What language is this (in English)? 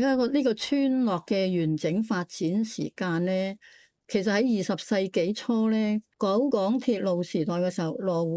Cantonese